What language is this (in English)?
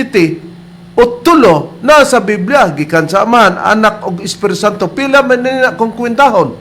Cebuano